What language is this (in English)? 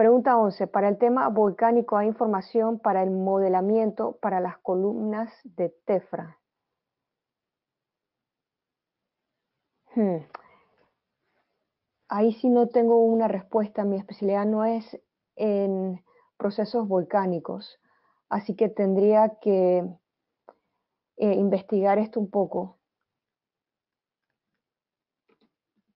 Spanish